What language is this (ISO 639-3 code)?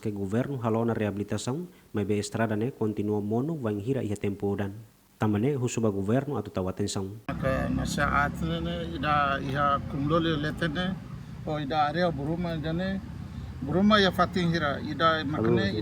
tet